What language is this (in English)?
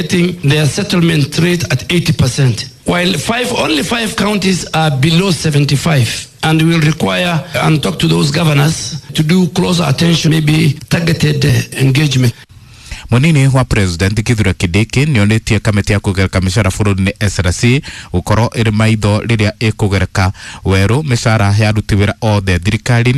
Kikuyu